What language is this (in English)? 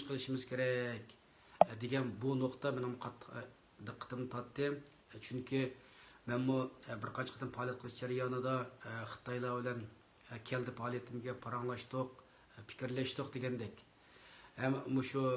Uyghur